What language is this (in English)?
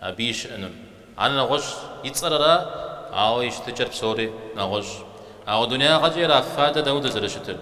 Kabardian